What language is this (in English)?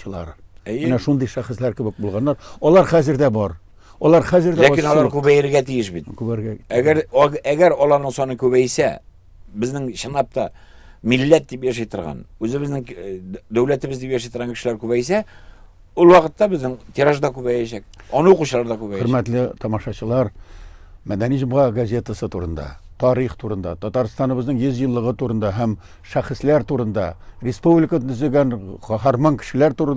Tatar